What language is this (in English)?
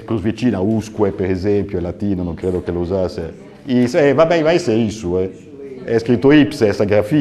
Sardinian